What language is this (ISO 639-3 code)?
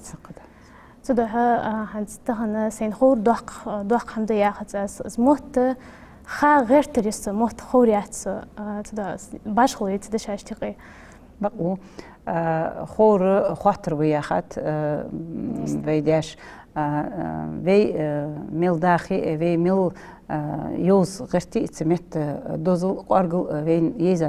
inh